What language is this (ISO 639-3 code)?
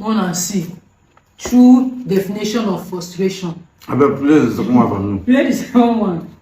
pcm